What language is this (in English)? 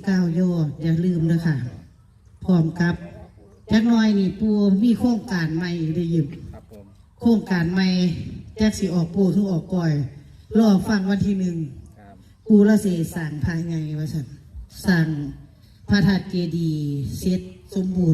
Northeastern Thai